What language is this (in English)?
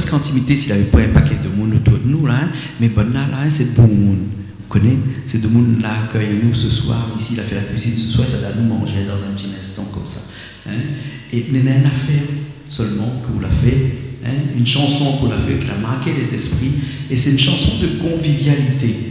Réunion Creole French